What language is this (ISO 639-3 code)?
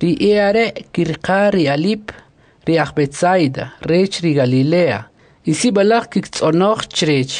quc